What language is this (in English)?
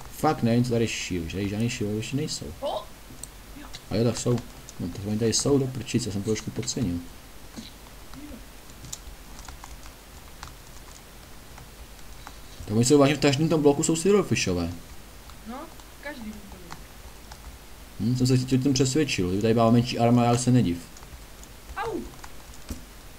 Czech